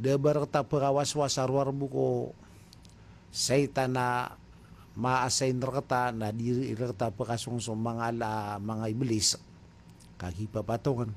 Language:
Maranao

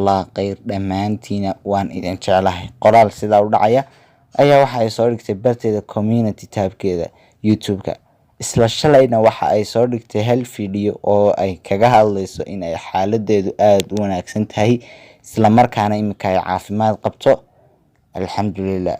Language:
Somali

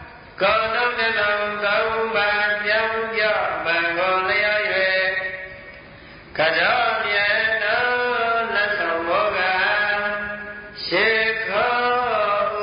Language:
Burmese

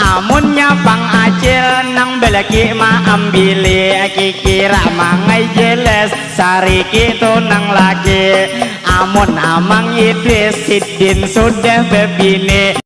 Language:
Banjar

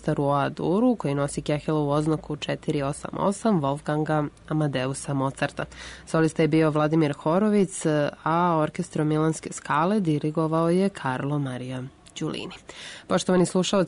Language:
Serbian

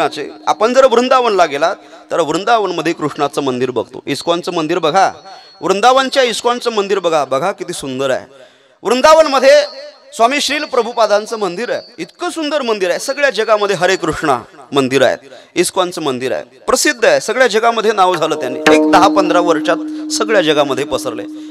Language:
Marathi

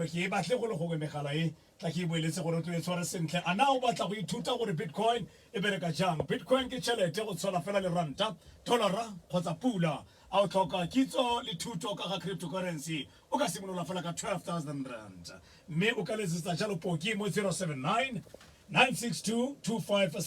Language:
Tswana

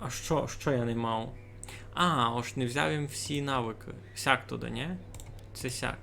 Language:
Rusyn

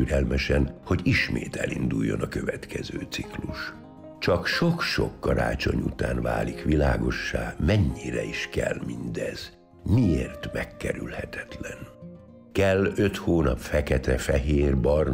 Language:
Hungarian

